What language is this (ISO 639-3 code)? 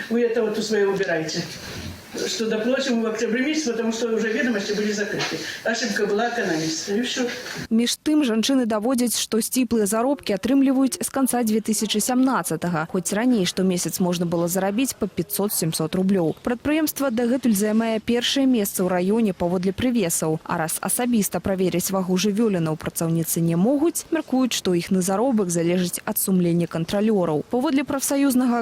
bel